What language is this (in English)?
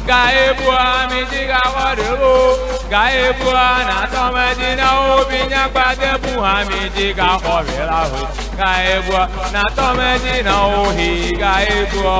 Ewe